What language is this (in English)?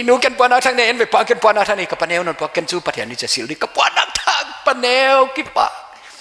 Paite Chin